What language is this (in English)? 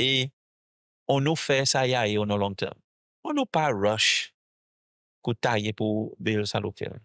Seselwa Creole French